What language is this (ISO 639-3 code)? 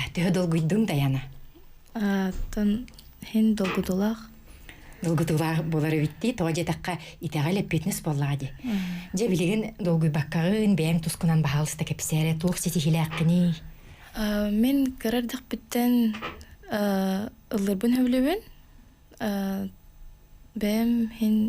sah